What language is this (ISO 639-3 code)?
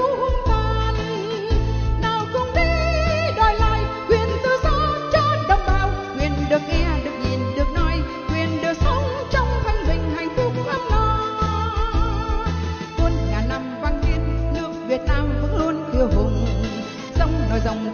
vie